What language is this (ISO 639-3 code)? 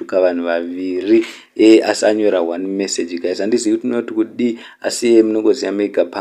sna